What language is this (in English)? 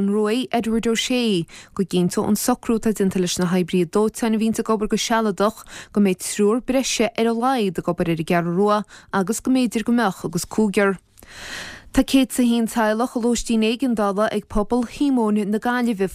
Irish